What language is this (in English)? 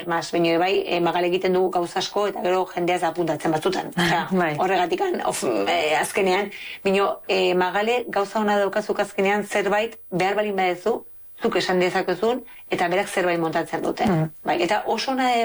Basque